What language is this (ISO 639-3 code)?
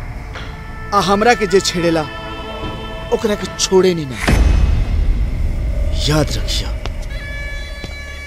bho